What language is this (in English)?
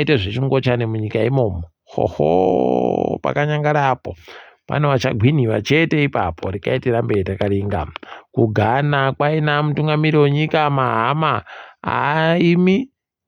Ndau